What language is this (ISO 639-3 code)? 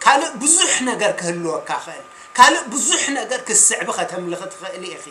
tir